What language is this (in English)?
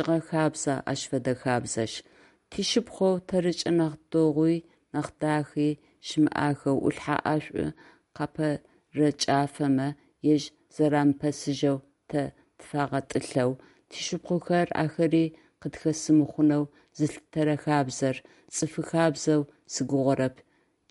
Adyghe